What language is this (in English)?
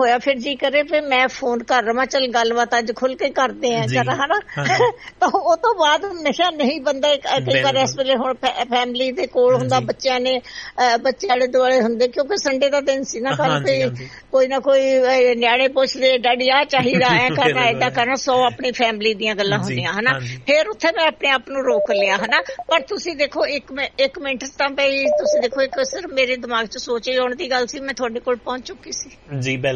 Punjabi